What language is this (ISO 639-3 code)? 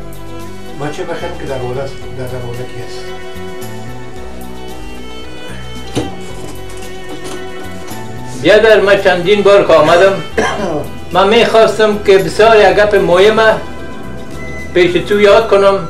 fas